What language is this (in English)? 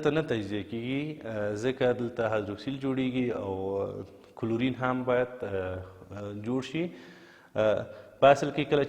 Pashto